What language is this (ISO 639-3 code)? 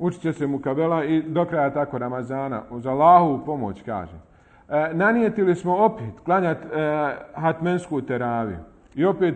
bos